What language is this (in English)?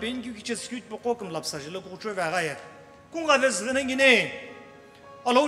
Sumi Naga